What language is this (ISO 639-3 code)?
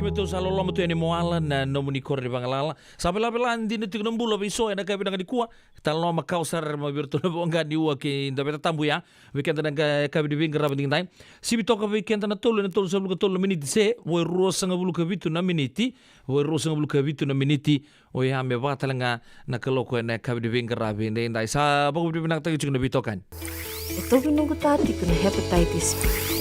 fij